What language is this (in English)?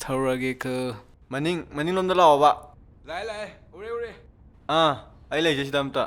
Manipuri